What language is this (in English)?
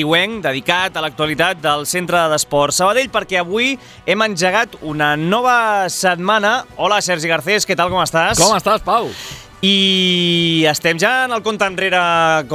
Catalan